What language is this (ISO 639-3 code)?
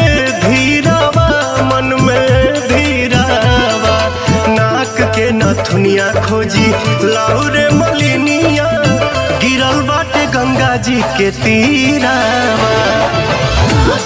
bho